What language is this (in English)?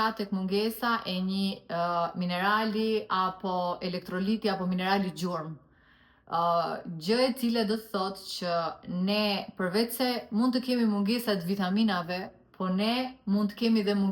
Albanian